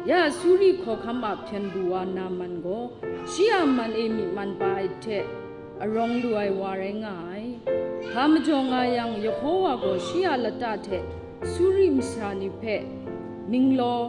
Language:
Kachin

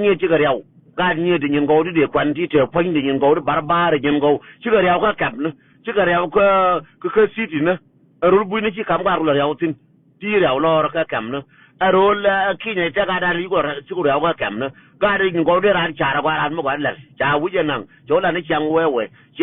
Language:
Nuer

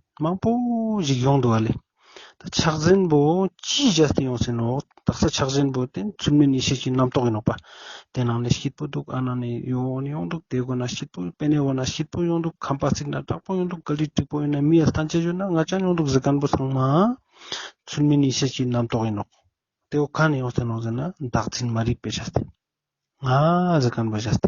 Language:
Ladakhi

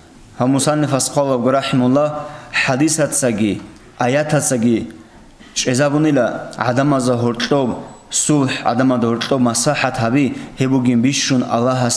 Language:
Avaric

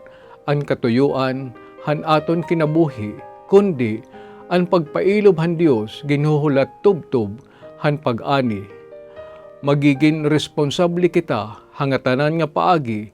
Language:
Waray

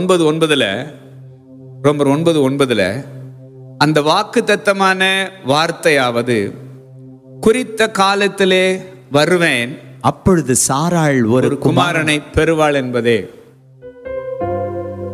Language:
Tamil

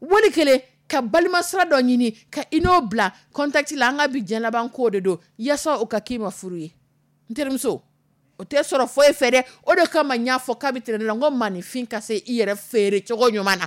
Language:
Dyula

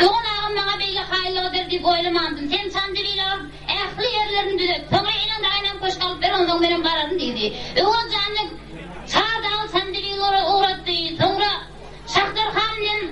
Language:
Turkmen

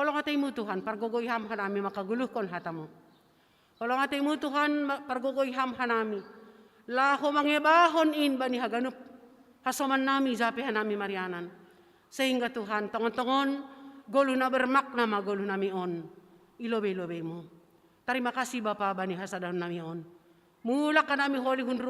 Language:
Batak Simalungun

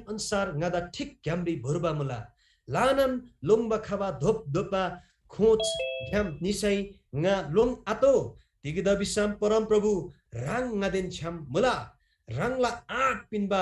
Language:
Eastern Tamang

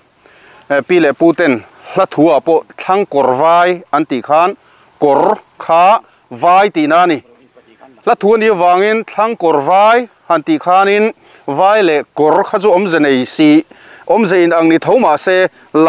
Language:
Mizo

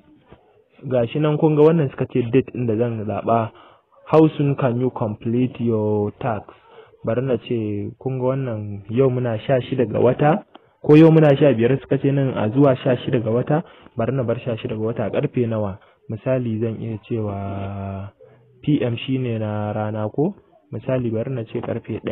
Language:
Hausa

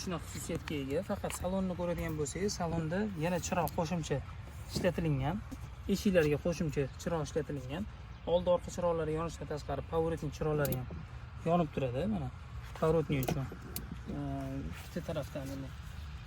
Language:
Uzbek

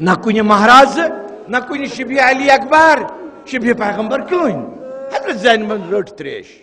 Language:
Kashmiri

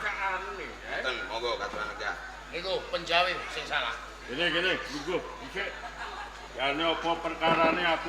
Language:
Javanese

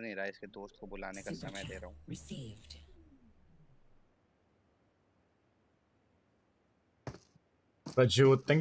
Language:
Hindi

